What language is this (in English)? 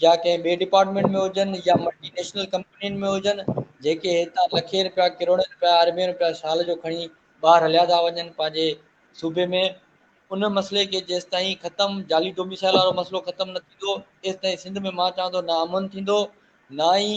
Sindhi